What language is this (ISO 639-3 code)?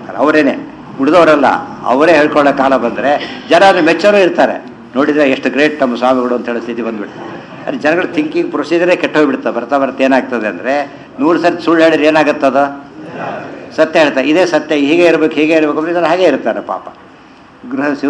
kan